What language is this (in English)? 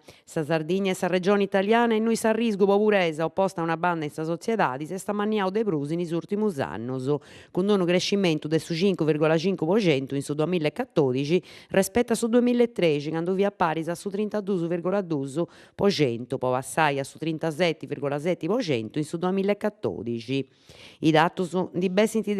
Sardinian